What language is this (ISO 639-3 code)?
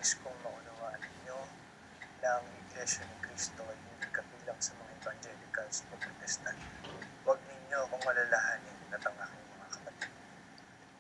fil